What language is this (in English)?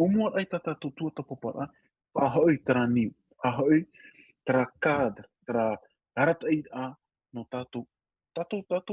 Tahitian